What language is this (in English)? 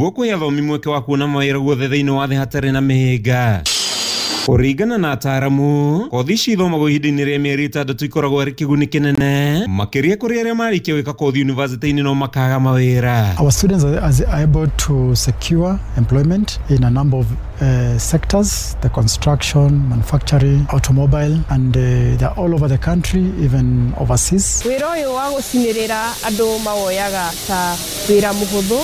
Kikuyu